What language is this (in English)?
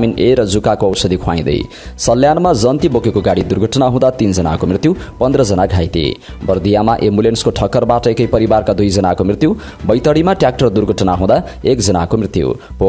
Nepali